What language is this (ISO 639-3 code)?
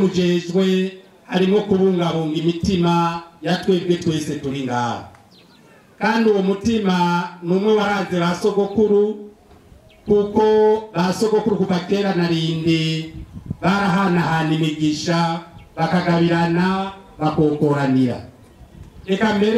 run